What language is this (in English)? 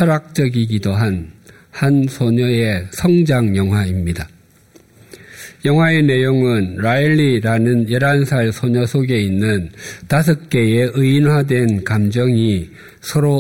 Korean